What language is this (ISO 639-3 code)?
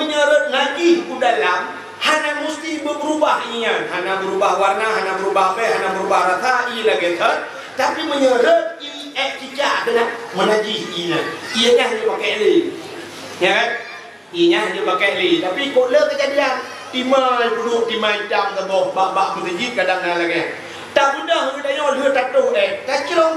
ace